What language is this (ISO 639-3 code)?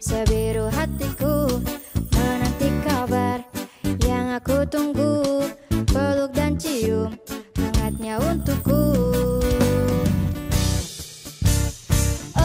ind